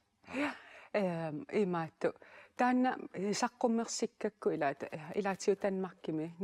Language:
Kalaallisut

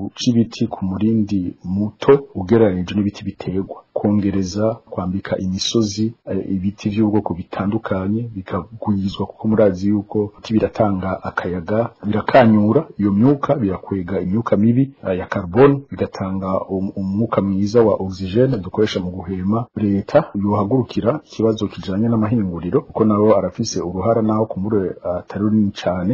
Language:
Rundi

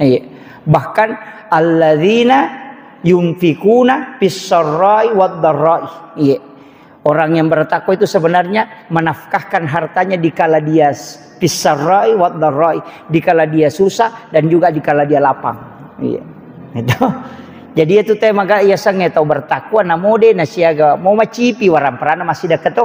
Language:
Buginese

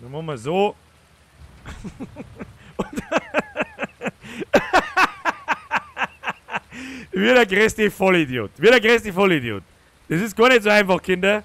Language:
Bavarian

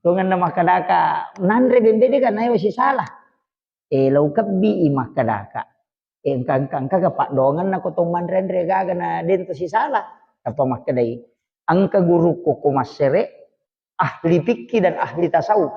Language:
Buginese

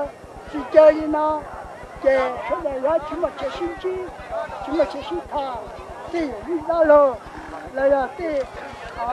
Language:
Hmong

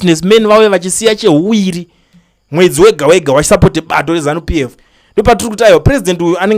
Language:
Shona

